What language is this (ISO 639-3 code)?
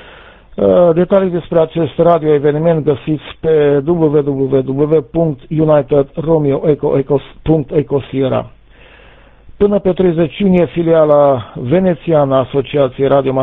ron